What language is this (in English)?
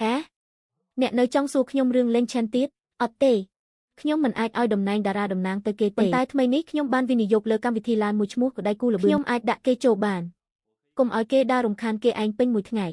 Khmer